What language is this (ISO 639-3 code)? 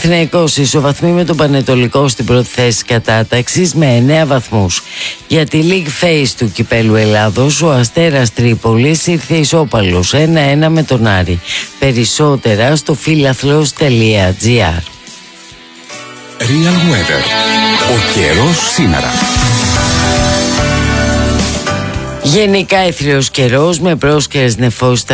ell